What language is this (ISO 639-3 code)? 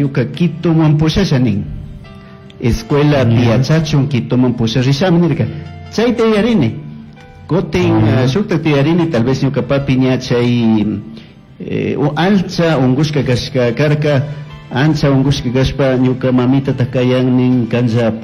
qug